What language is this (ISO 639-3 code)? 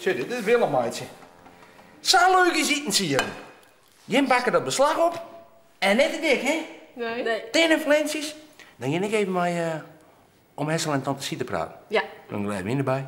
fry